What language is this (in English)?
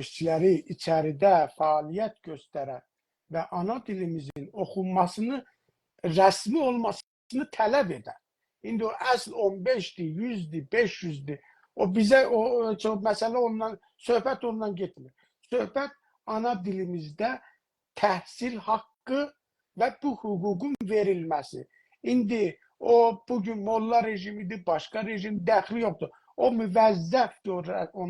South Azerbaijani